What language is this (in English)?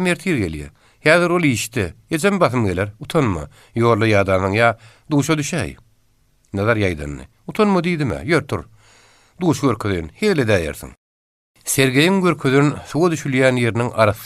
Turkmen